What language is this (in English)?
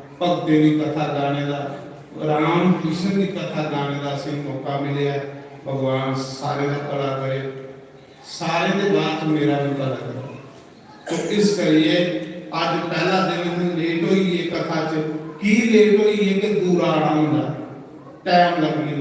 Dogri